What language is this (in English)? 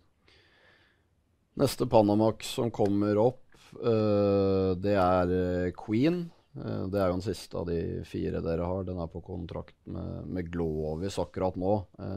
Norwegian